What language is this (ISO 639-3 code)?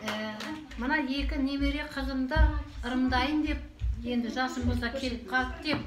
kaz